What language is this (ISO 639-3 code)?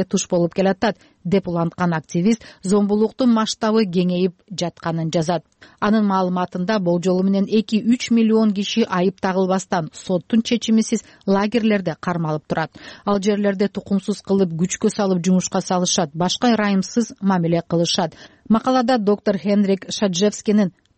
kir